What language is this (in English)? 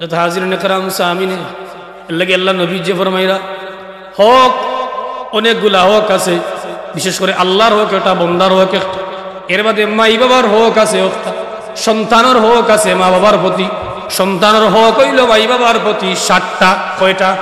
Sylheti